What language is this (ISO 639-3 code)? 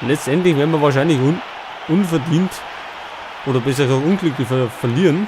bar